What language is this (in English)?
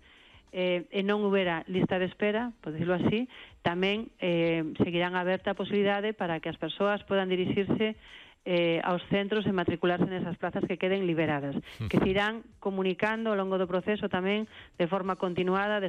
Galician